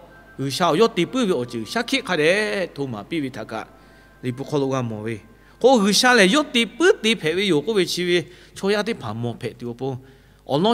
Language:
Lahu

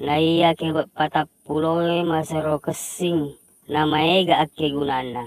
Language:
Buginese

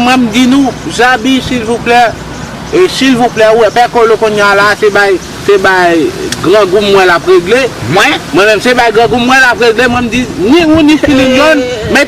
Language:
Haitian Creole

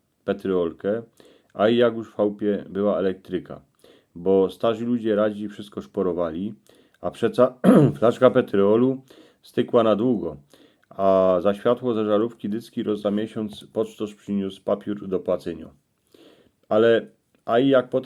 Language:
Silesian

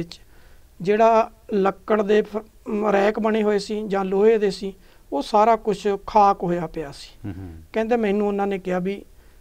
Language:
Punjabi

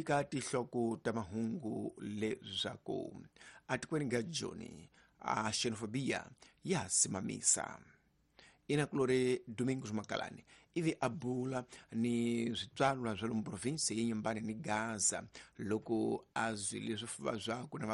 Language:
Tsonga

